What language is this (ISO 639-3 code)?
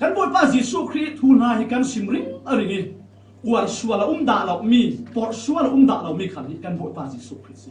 cfm